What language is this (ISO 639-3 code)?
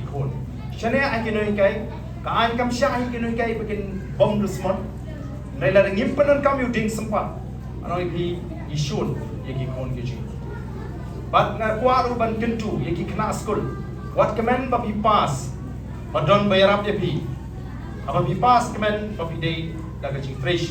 kha